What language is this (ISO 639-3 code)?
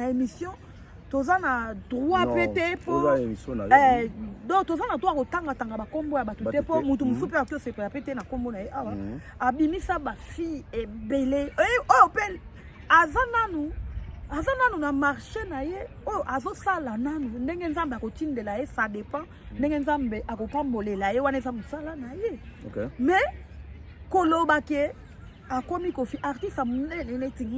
lin